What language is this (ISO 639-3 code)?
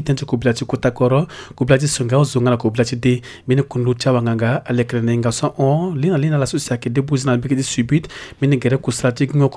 sag